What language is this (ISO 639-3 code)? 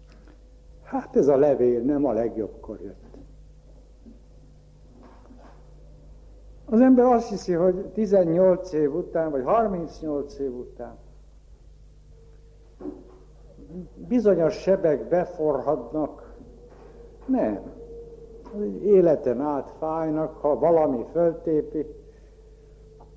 hun